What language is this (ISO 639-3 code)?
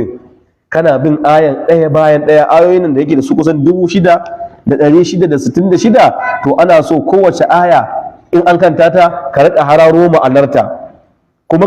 hau